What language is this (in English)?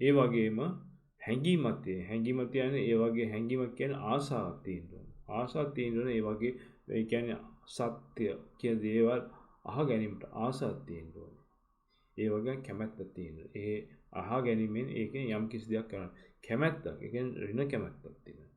Sinhala